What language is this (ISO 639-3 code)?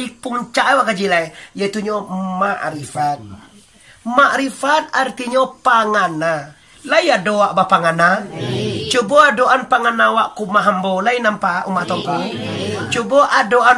min